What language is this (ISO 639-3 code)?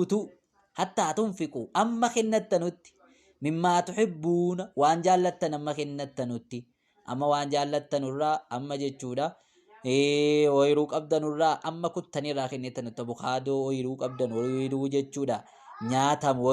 orm